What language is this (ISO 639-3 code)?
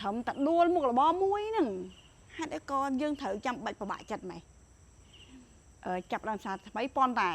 khm